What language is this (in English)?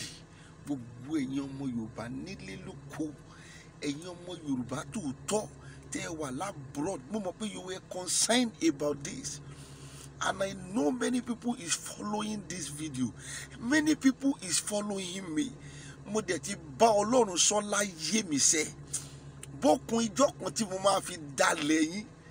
Yoruba